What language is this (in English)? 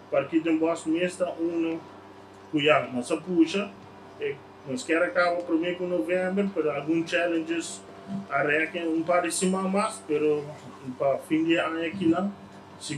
Papiamento